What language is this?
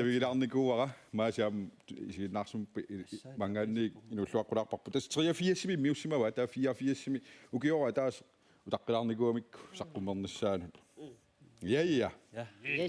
Kalaallisut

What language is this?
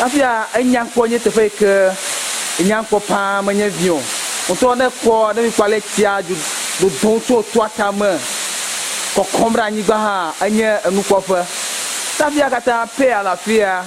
Ewe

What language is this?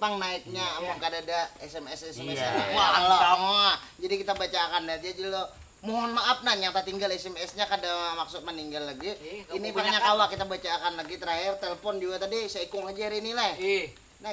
Banjar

